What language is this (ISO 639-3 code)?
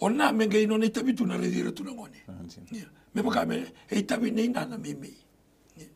fij